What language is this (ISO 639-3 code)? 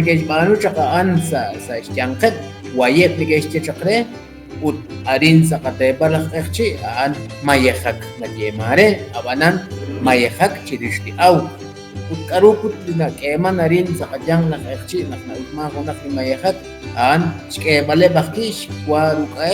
kek